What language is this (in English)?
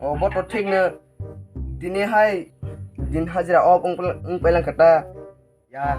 Kok Borok